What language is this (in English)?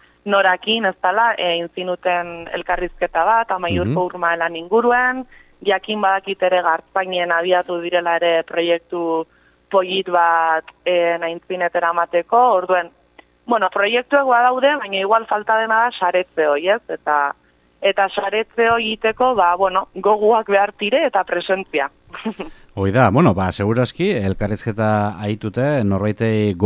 Basque